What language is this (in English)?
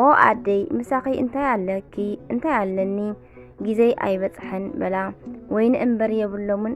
Tigrinya